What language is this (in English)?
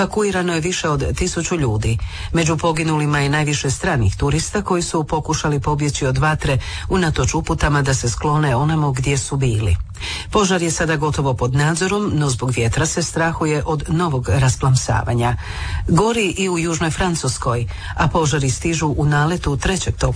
Croatian